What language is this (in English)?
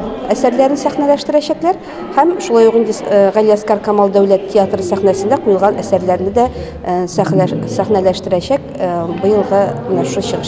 Tatar